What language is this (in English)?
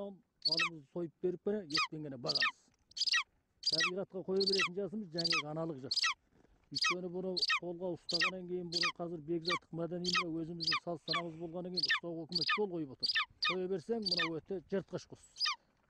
Kazakh